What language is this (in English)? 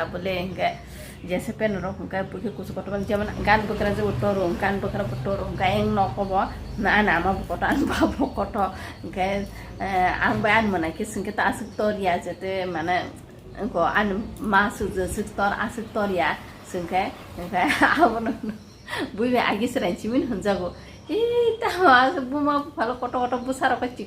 Kok Borok